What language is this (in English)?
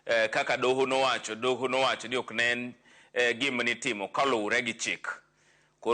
Luo (Kenya and Tanzania)